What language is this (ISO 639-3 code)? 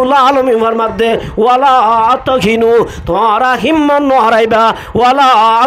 rhg